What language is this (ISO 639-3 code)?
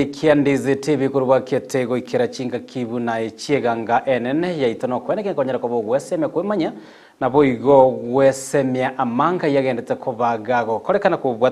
guz